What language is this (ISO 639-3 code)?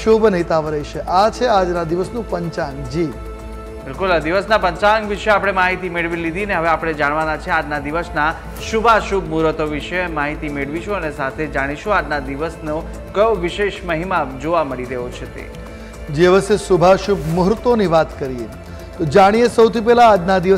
guj